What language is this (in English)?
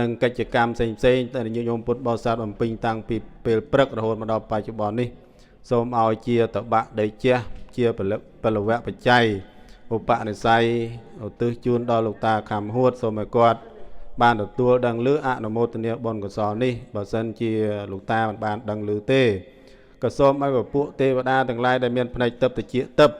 Khmer